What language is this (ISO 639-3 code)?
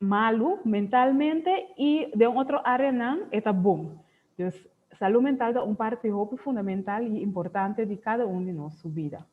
pap